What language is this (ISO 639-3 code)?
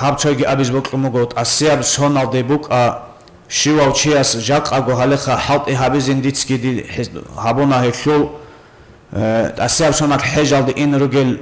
ava